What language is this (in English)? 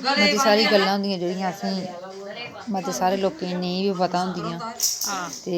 Dogri